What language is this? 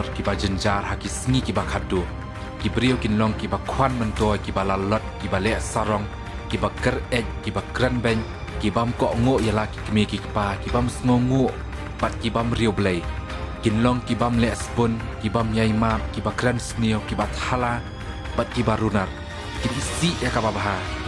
Khasi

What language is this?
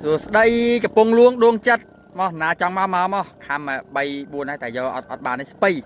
Khmer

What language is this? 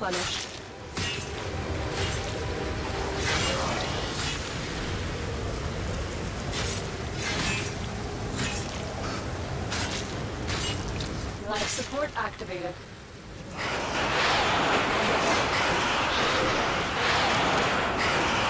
English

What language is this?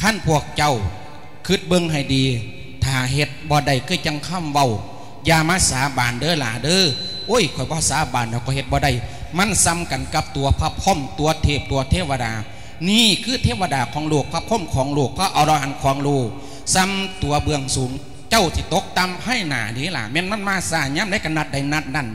Lao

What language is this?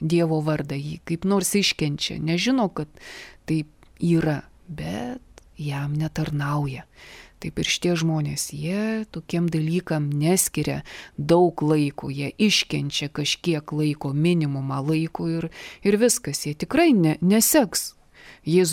Lithuanian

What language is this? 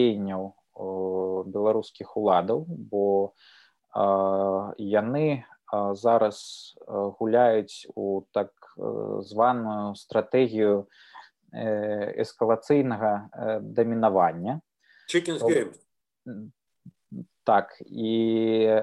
Belarusian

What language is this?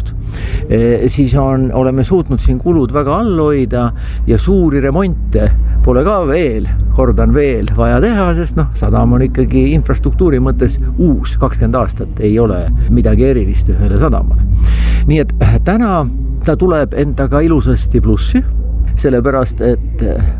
Estonian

